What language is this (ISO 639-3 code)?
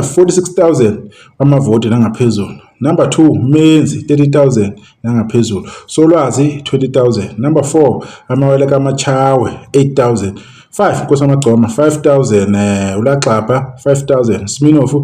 zul